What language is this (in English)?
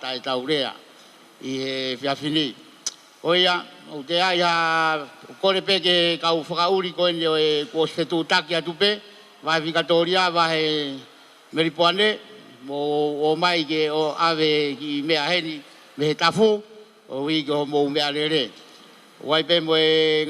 Tongan